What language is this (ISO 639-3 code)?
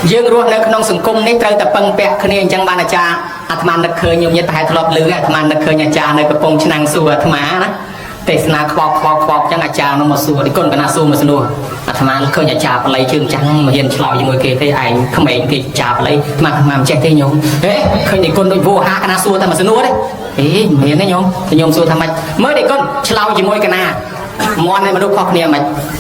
khm